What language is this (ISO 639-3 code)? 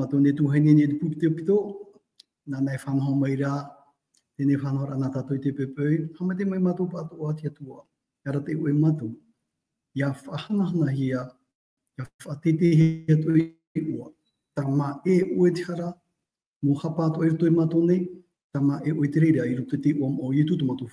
tah